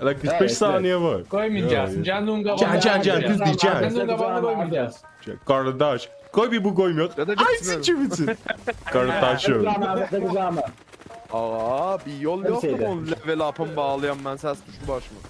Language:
South Azerbaijani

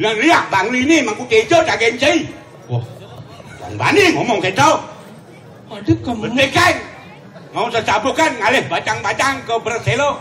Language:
Balinese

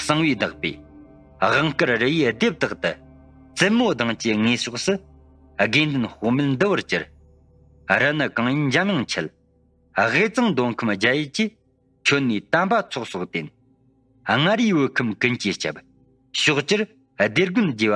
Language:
Tibetan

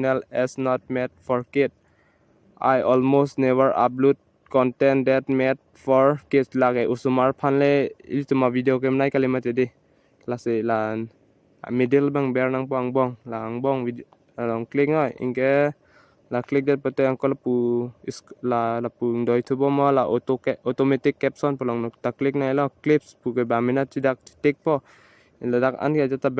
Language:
Karbi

